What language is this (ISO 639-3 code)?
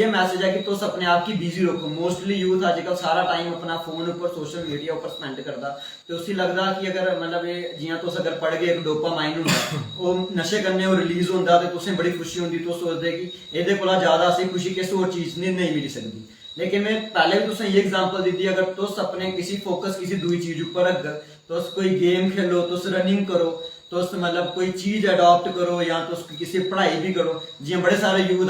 doi